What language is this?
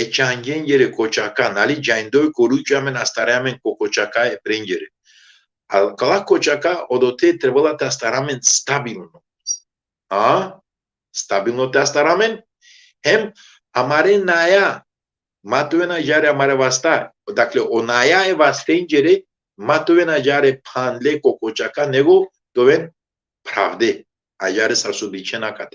Balkan Romani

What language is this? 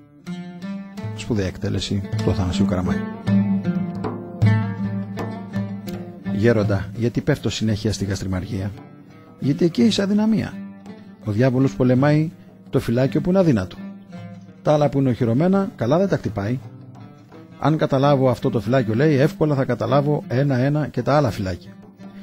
Greek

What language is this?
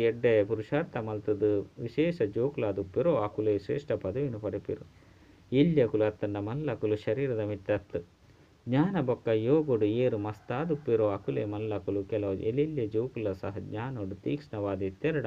Tulu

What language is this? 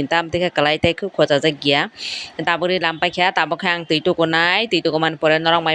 Kok Borok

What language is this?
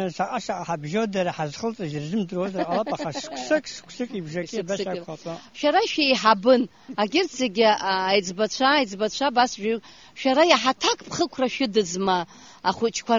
Abkhazian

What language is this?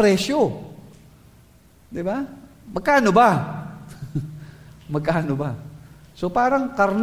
Filipino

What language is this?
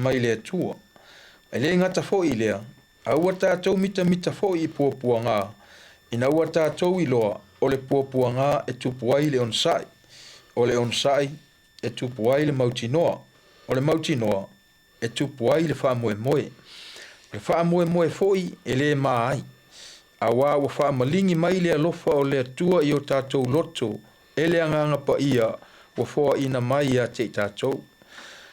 Samoan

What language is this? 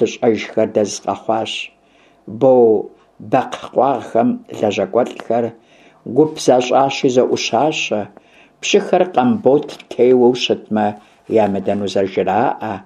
Kabardian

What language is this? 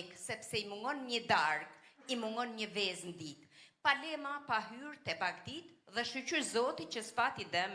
Albanian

